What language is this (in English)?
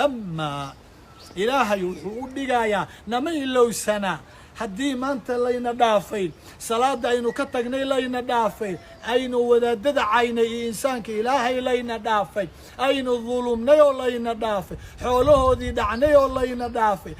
Somali